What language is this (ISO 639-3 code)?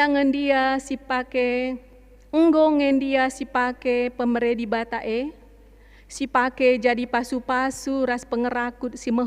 btx